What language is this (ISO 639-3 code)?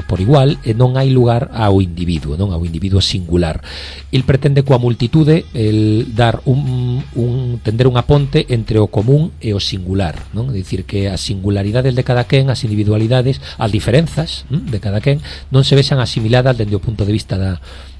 glg